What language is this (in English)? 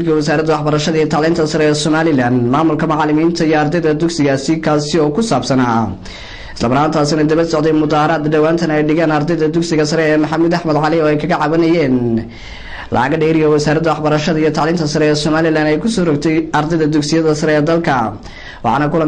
Somali